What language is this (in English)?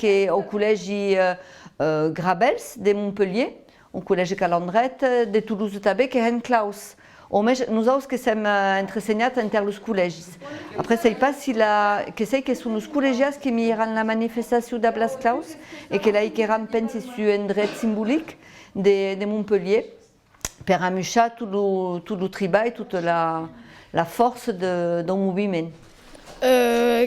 Occitan